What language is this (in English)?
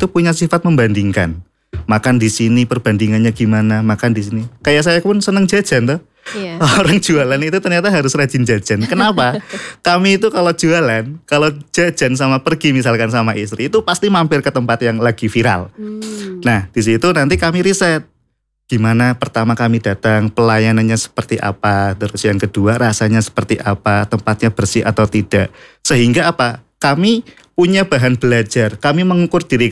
Indonesian